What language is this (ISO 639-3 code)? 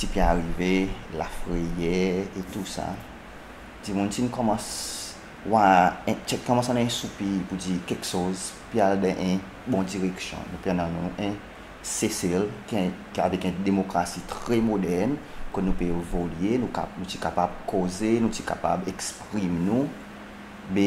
crs